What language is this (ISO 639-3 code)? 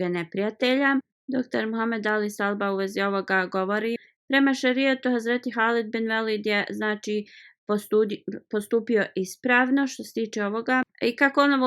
bos